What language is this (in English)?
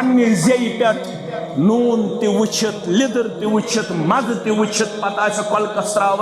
Kashmiri